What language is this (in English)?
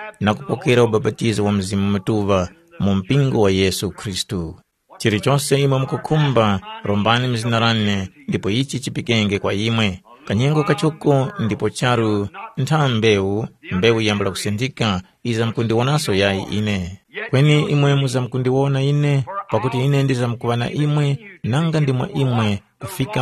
Tumbuka